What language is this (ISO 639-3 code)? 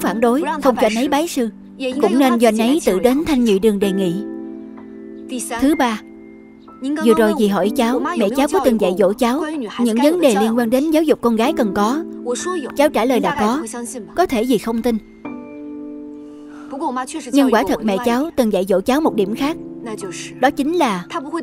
vie